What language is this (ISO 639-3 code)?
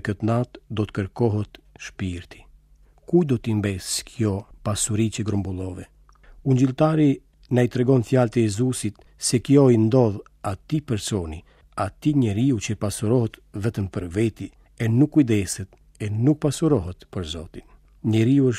sqi